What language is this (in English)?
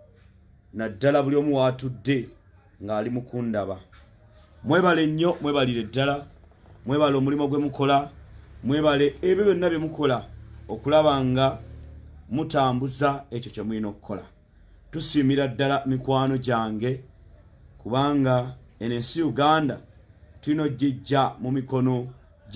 Ganda